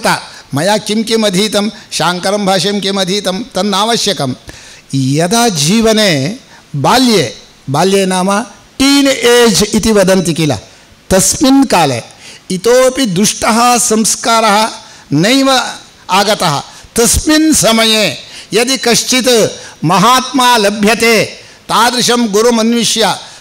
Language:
Sanskrit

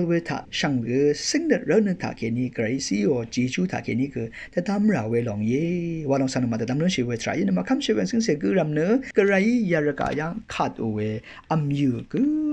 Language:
Rawang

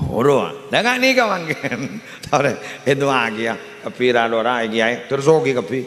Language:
Madurese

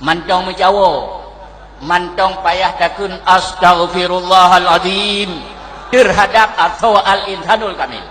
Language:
Achinese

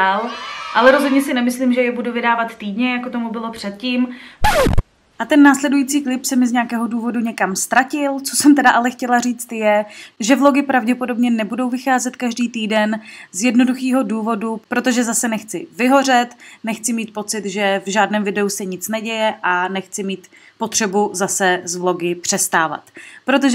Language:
Czech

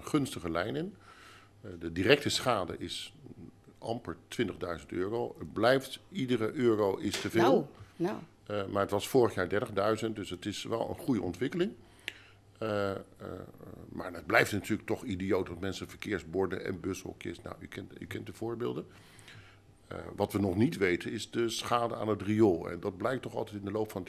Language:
Dutch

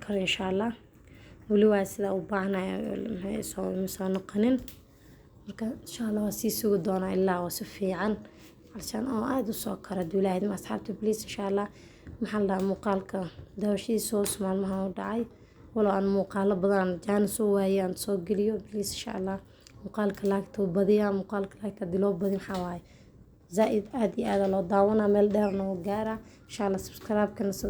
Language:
Somali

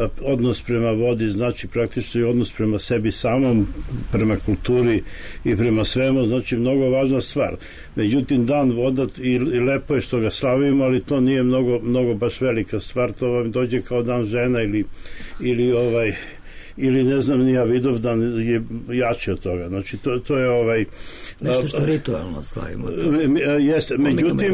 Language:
Serbian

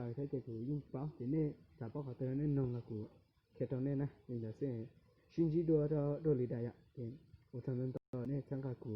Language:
Hmong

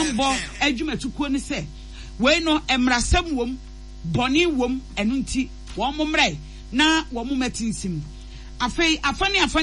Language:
Akan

